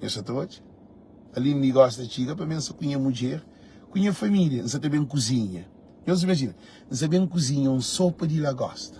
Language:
Kabuverdianu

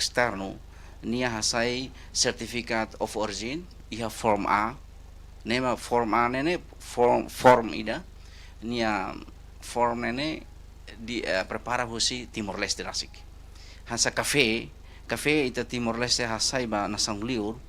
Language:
Tetum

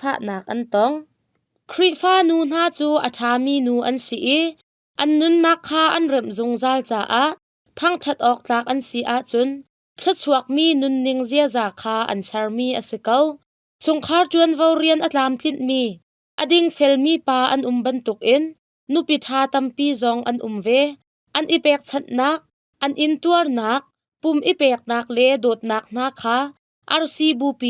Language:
Hakha Chin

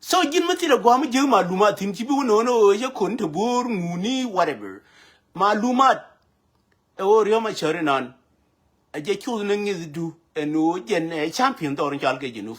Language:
Nuer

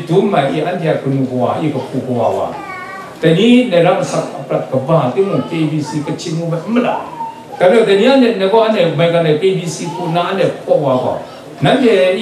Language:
Kachin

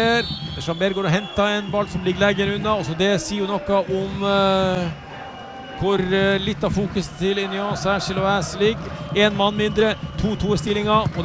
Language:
Norwegian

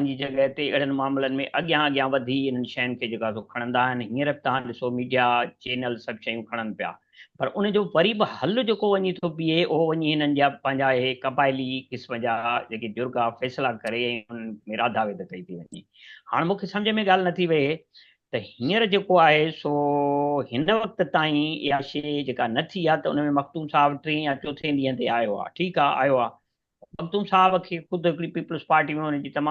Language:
Sindhi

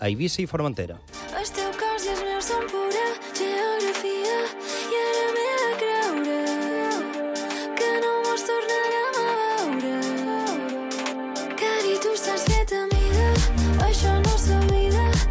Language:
Catalan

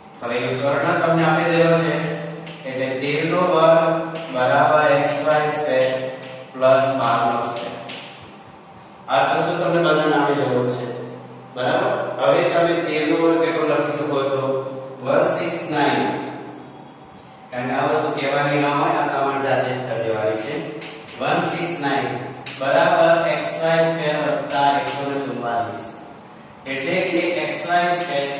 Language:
Gujarati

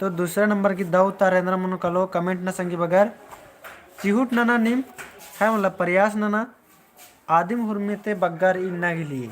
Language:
Kurukh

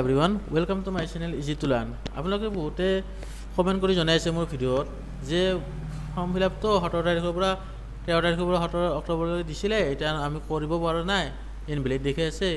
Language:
Assamese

